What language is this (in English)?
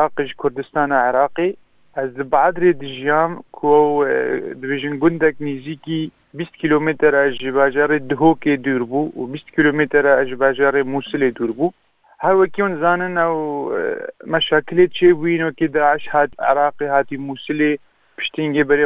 Kurdish